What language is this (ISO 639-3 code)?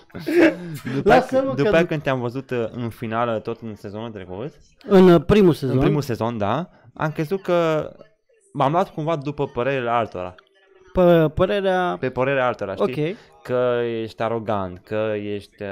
ron